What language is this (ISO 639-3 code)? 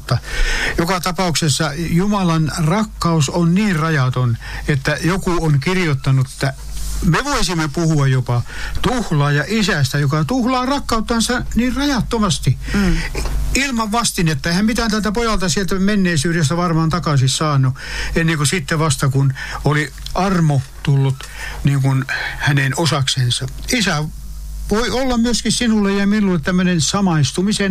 fin